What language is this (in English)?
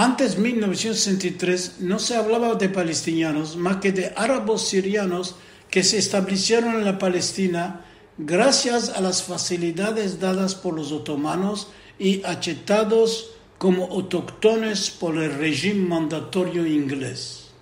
Ladino